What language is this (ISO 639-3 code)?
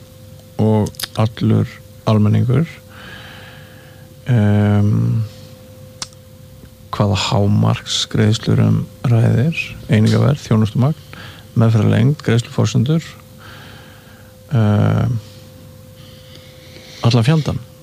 isl